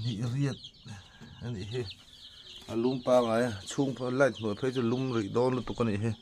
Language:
Mizo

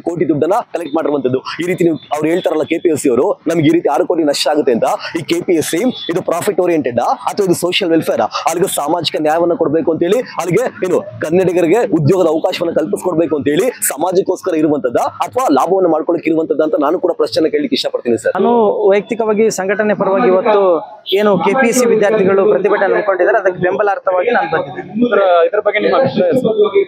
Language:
Kannada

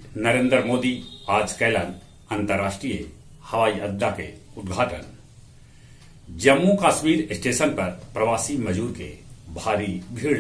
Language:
Magahi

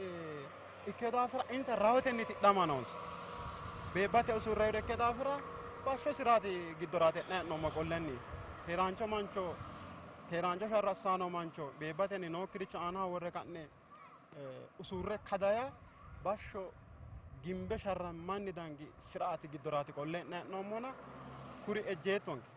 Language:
Sidamo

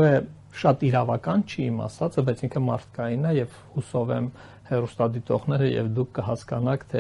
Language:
Armenian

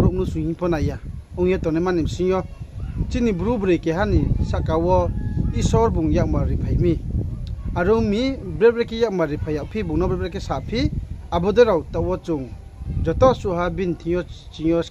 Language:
Riang (India)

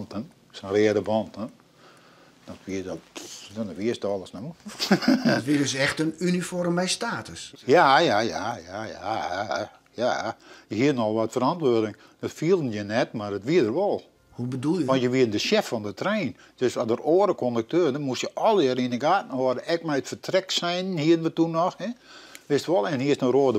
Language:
Western Frisian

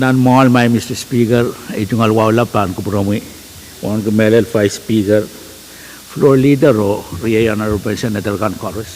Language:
Pohnpeian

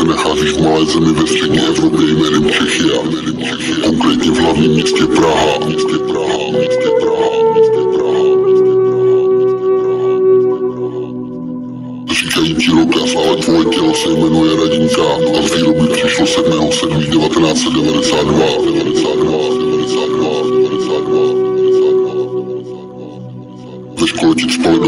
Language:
Czech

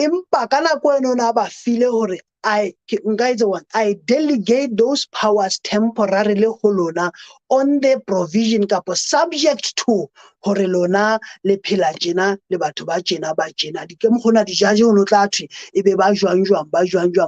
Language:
Southern Sotho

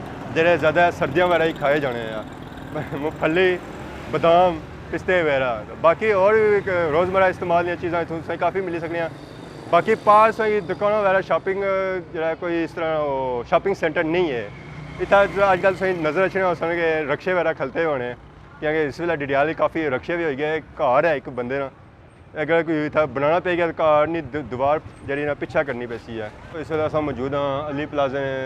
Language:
Pahari-Potwari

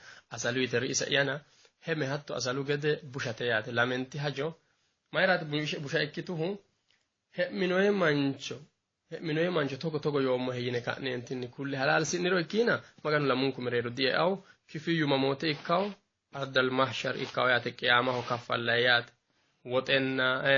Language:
Sidamo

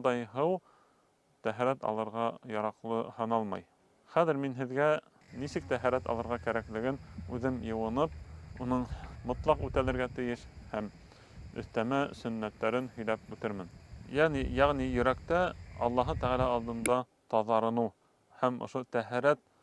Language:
Bashkir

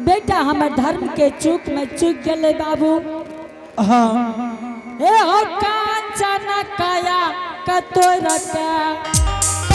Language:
Angika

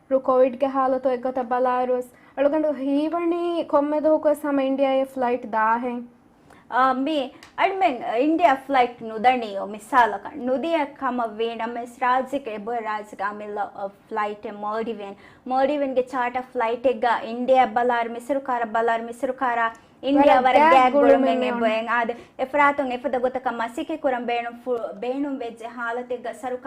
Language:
Divehi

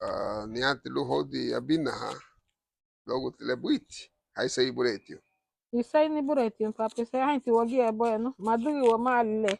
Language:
Garifuna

